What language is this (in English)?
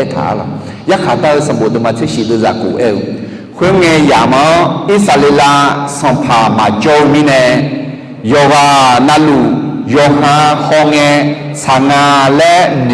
Akha